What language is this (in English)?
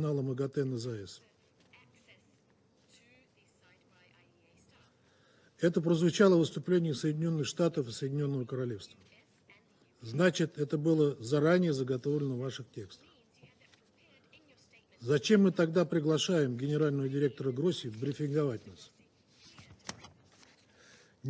Russian